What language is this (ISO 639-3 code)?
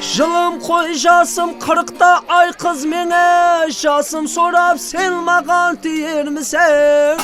kaa